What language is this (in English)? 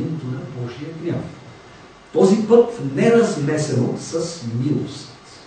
Bulgarian